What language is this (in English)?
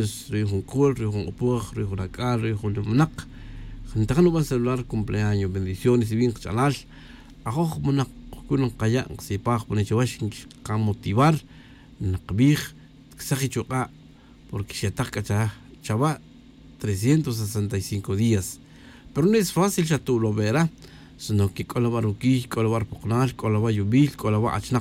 Tz'utujil